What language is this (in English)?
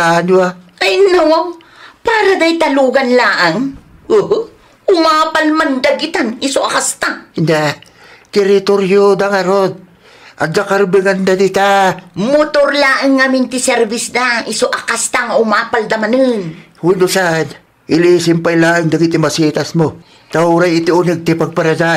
Iloko